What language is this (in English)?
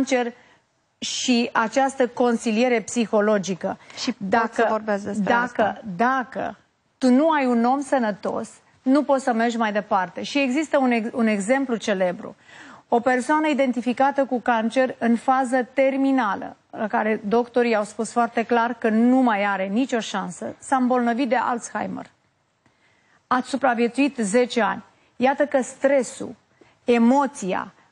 Romanian